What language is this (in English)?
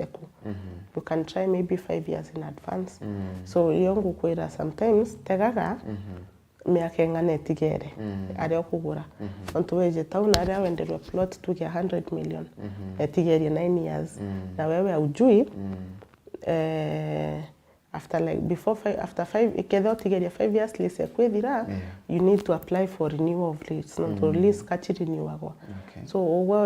Meru